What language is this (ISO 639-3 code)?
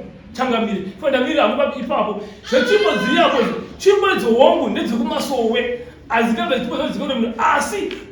sna